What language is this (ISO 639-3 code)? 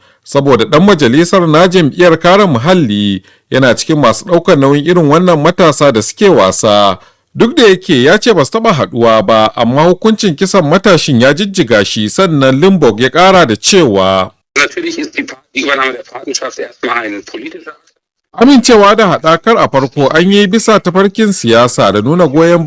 hau